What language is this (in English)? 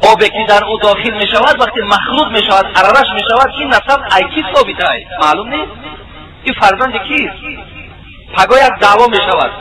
Tajik